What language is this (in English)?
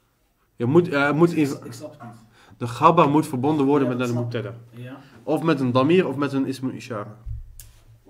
Dutch